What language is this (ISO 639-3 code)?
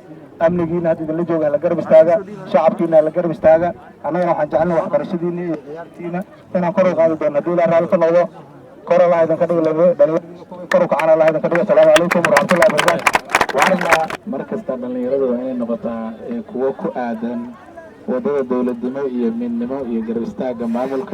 som